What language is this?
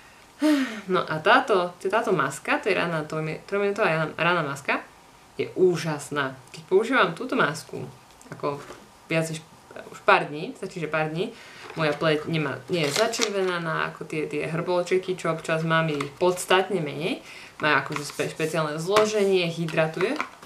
Slovak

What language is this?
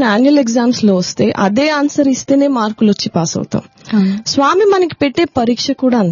Telugu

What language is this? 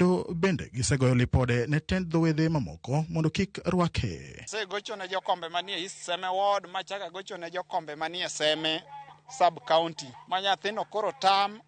Luo (Kenya and Tanzania)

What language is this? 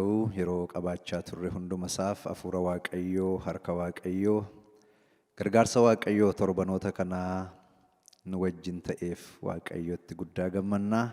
Oromo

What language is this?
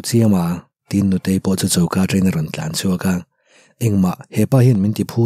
Mizo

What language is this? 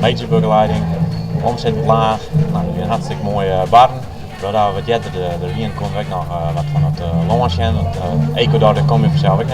Western Frisian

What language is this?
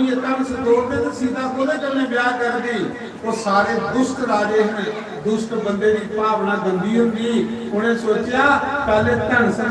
Dogri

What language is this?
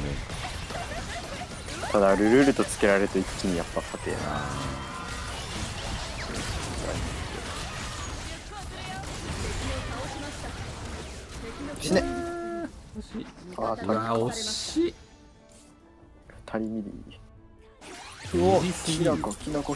Japanese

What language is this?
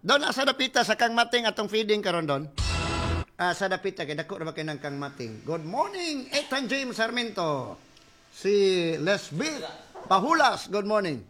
Cebuano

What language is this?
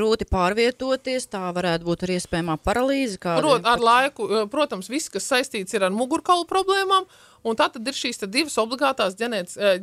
Latvian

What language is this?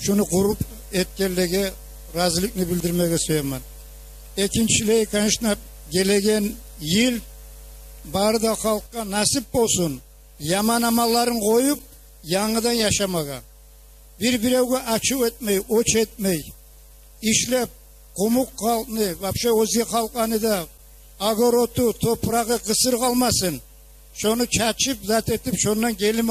Kumyk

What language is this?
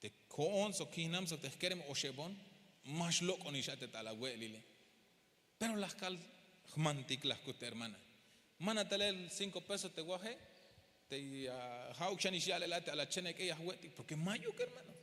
Tzeltal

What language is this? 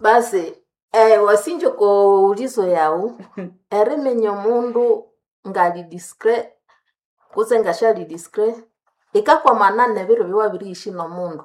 Nande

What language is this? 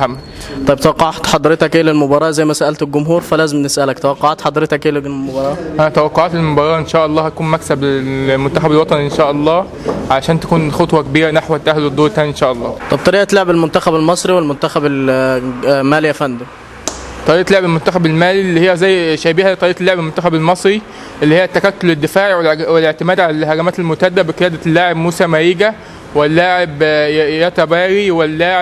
Egyptian Arabic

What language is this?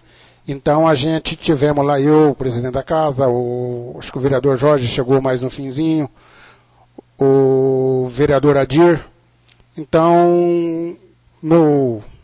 Portuguese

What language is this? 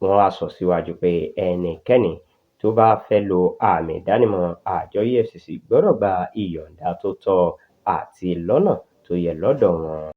Yoruba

